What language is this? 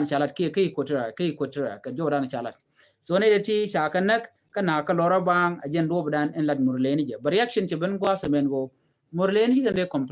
Nuer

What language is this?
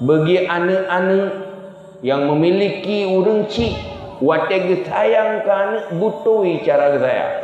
Achinese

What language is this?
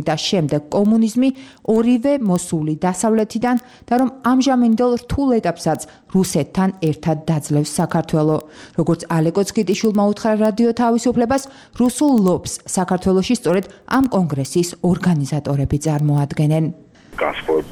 Georgian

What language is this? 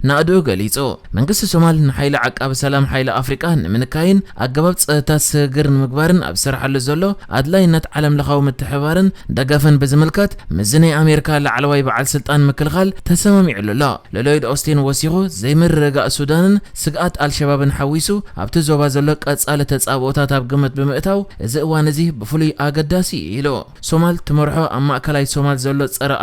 Tigrinya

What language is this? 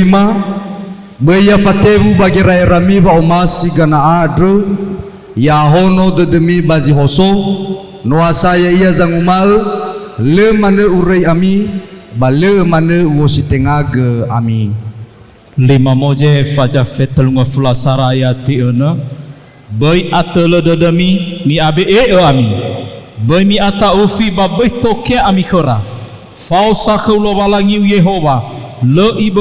Nias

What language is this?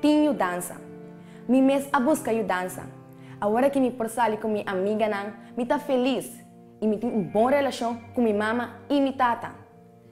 Papiamento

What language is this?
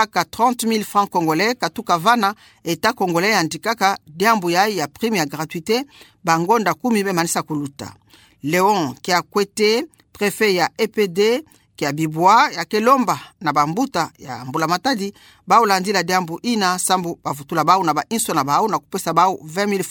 Kituba (Democratic Republic of Congo)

